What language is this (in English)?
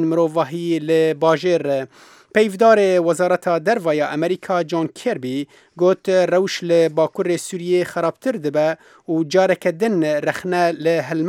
Kurdish